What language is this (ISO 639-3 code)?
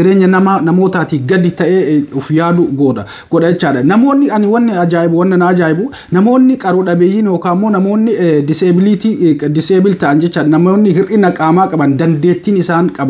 orm